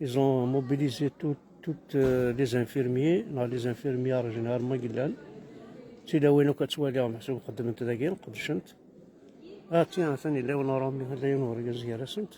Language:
Kabyle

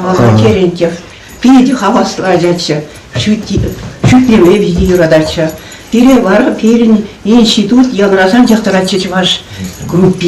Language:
Chuvash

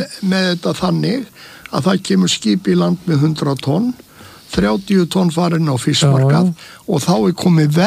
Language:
Icelandic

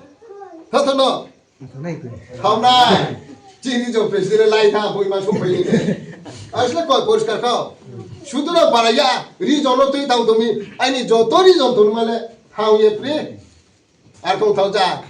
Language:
Riang (India)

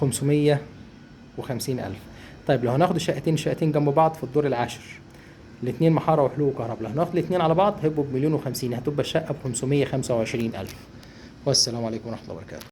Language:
Egyptian Arabic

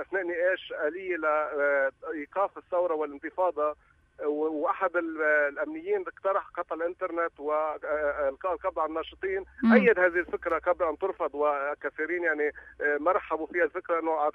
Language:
North Levantine Arabic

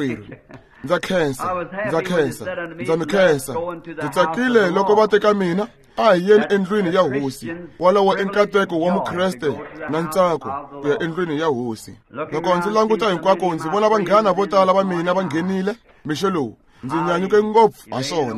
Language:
Tsonga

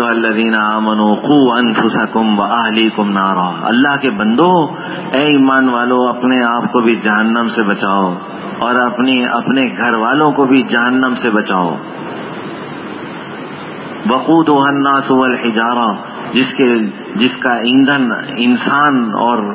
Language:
Urdu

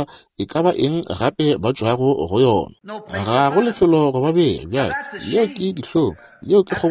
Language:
Northern Sotho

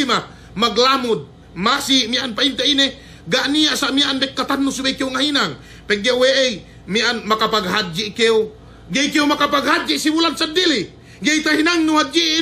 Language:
Yakan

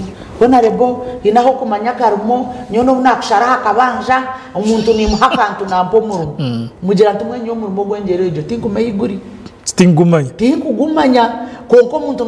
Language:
Nyankole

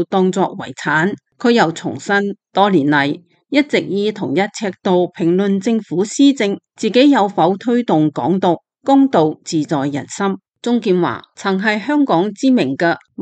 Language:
Cantonese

